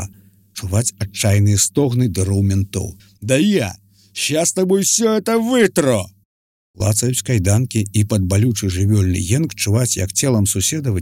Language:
Belarusian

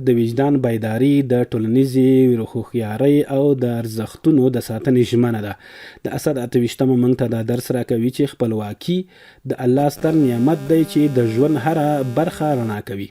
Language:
Pashto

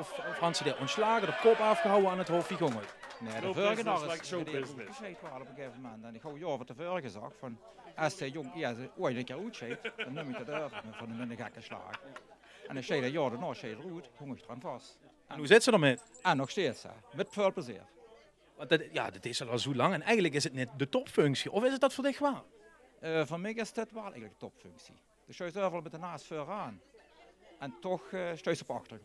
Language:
Limburgish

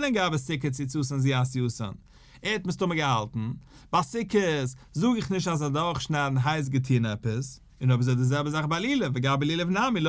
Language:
Yiddish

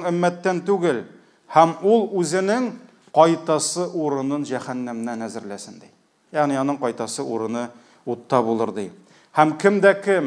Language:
Tatar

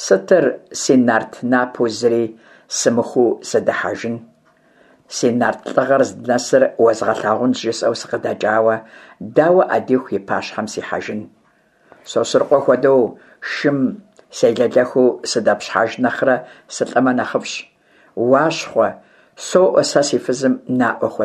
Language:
Kabardian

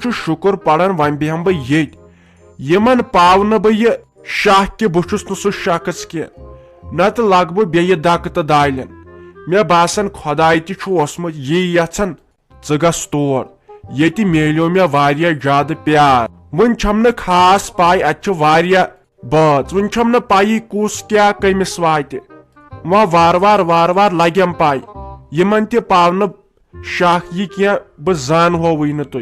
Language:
Kashmiri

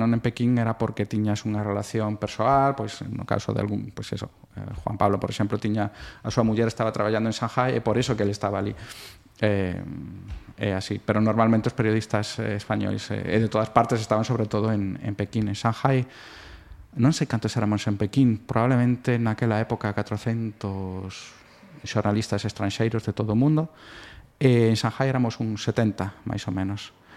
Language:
Galician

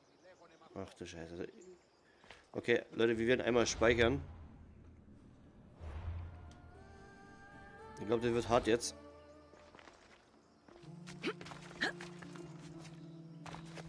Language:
German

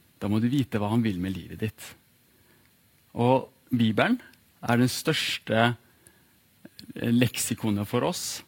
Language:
Norwegian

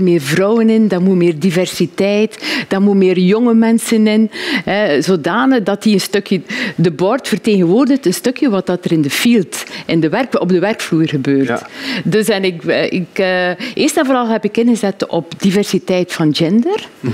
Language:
Dutch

